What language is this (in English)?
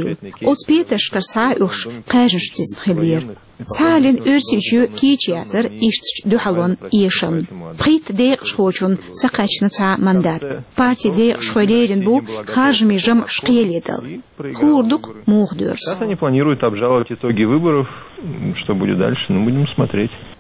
Chechen